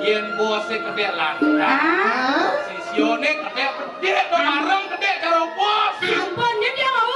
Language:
Balinese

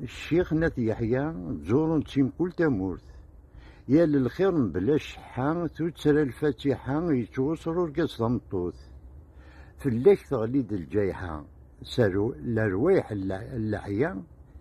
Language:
Kabyle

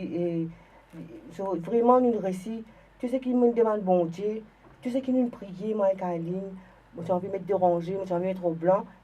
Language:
Morisyen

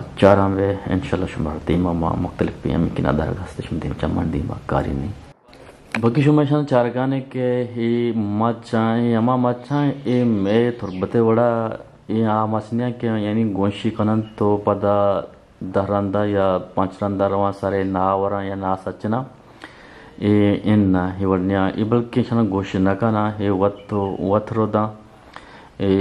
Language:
Eastern Balochi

